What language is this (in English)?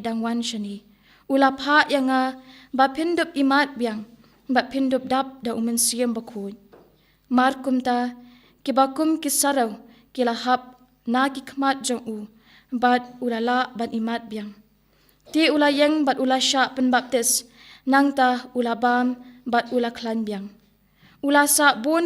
Khasi